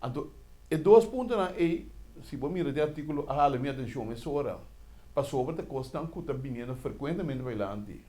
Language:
Papiamento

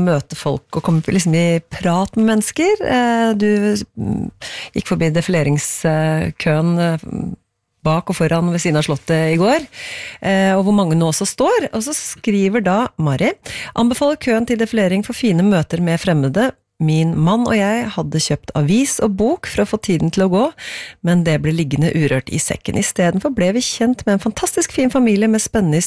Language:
Norwegian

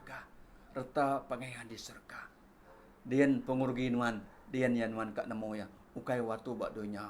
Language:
Iban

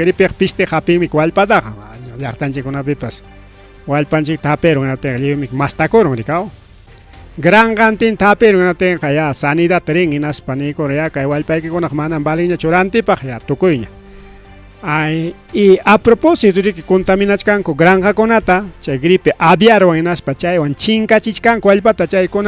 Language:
Ayacucho Quechua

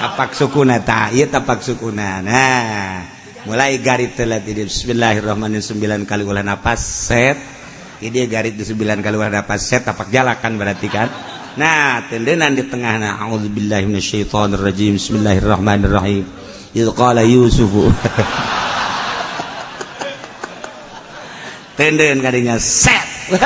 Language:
Sundanese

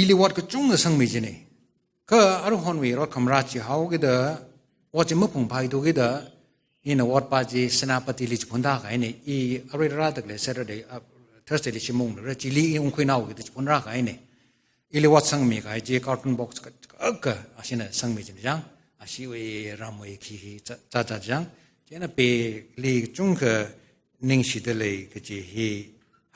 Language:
Tangkhul Naga (India)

